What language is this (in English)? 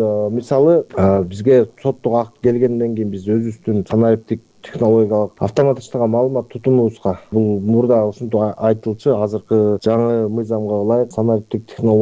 Kyrgyz